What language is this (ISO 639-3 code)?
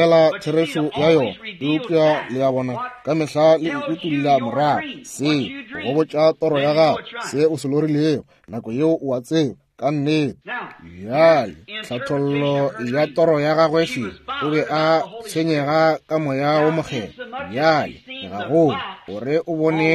nso